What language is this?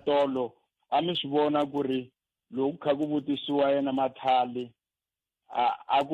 Tsonga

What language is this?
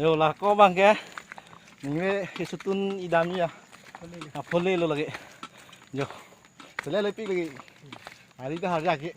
Karbi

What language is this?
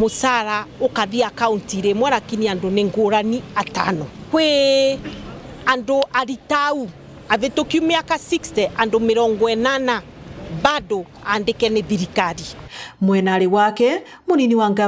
Meru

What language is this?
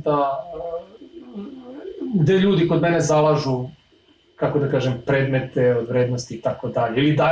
Serbian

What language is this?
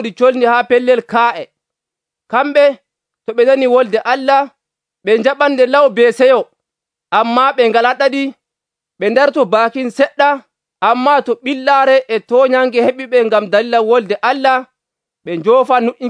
Nigerian Fulfulde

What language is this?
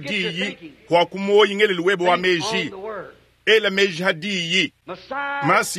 Luba-Lulua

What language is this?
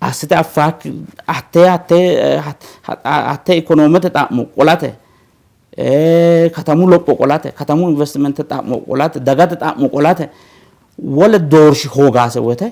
Sidamo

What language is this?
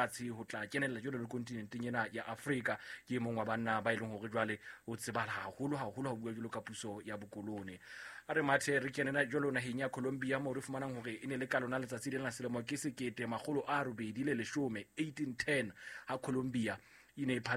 Southern Sotho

